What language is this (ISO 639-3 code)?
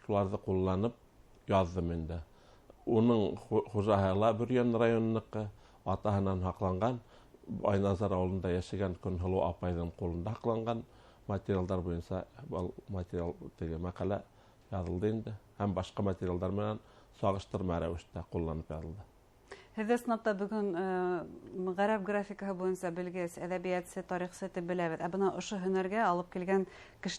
bak